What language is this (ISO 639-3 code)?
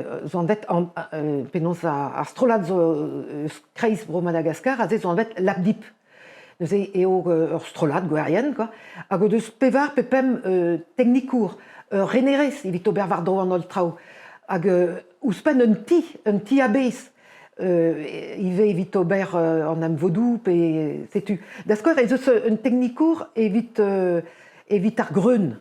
bre